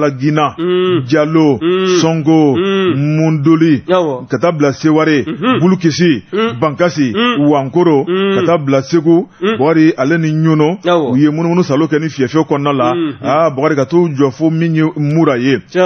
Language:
Bambara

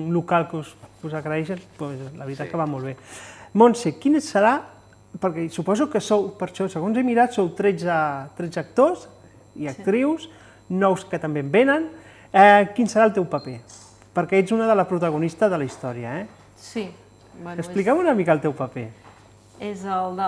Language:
Catalan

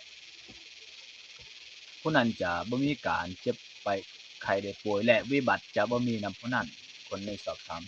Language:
Lao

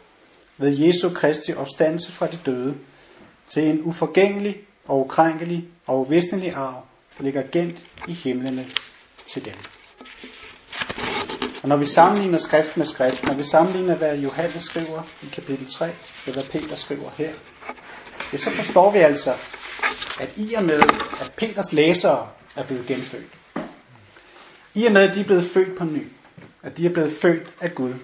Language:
Danish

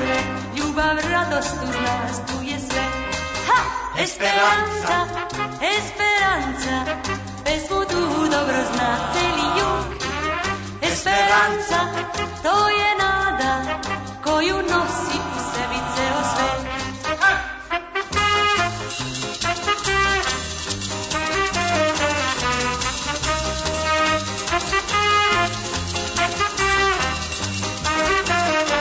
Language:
Serbian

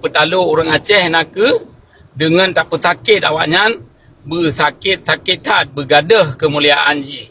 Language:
Achinese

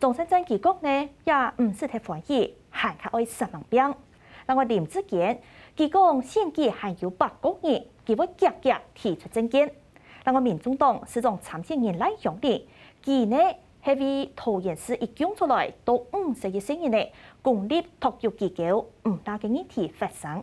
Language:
Hakka Chinese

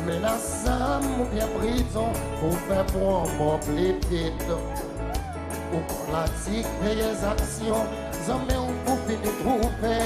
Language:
Seselwa Creole French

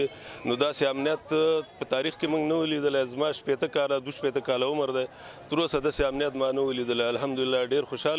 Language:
Pashto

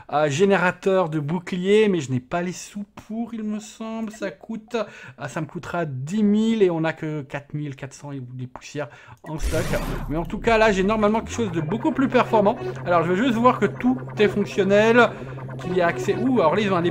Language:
French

